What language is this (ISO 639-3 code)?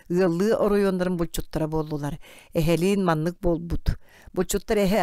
sah